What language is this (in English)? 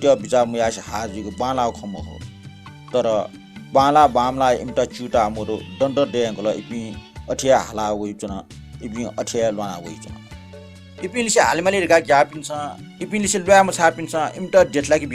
Newari